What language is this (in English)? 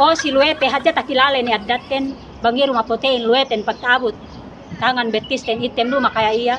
Yakan